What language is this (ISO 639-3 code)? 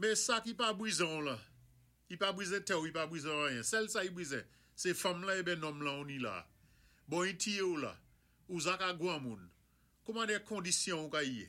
acf